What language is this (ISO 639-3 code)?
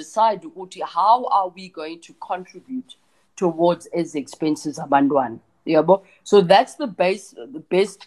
xho